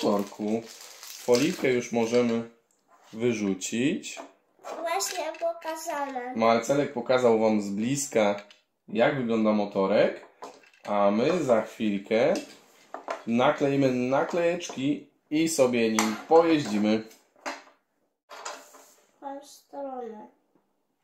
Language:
Polish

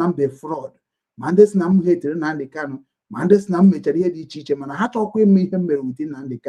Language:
Igbo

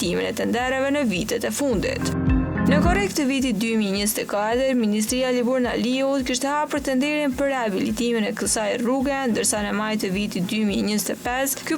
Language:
Albanian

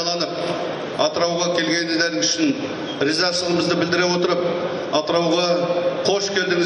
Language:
Kazakh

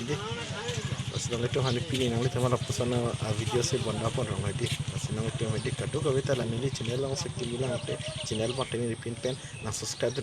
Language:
Karbi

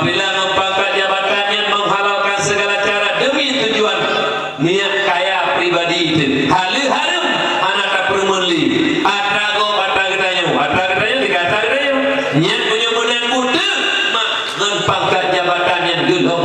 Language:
Achinese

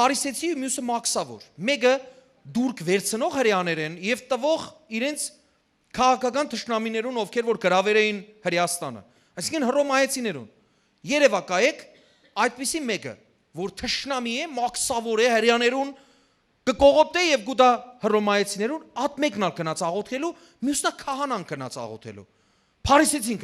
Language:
Western Armenian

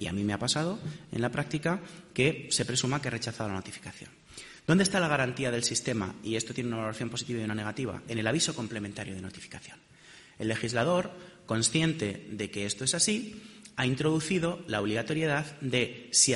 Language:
Spanish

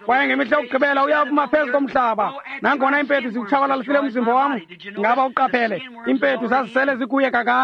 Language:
Xhosa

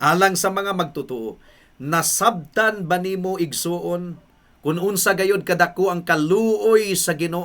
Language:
Cebuano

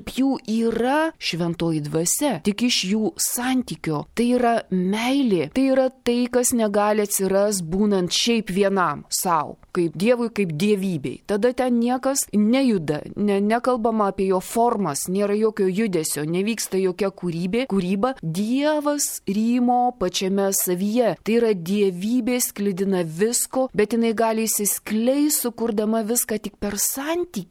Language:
Lithuanian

